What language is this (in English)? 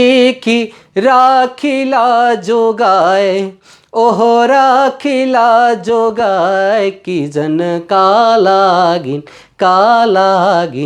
Sadri